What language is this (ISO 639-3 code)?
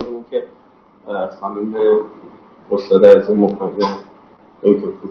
fas